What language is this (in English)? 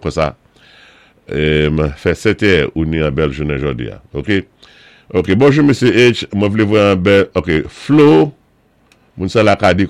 Saint Lucian Creole French